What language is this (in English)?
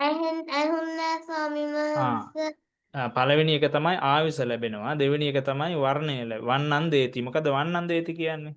Sinhala